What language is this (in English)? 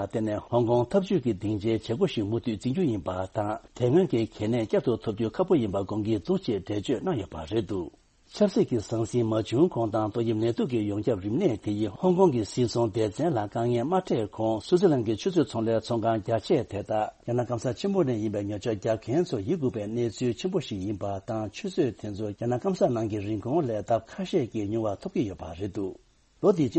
Tibetan